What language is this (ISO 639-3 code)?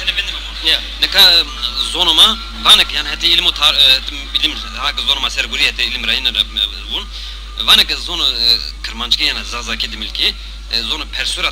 zza